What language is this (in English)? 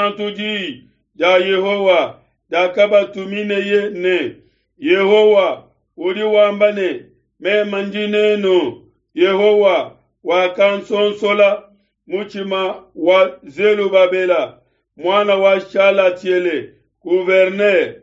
Luba-Lulua